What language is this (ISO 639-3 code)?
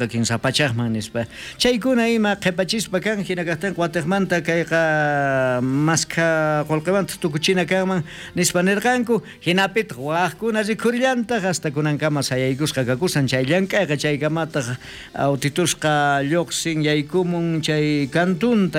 quh